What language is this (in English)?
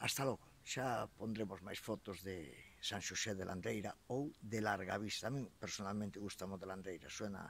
Galician